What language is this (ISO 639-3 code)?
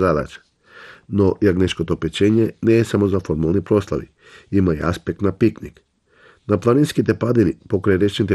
mkd